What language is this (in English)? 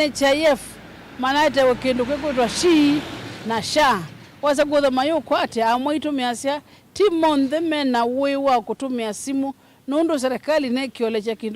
Kamba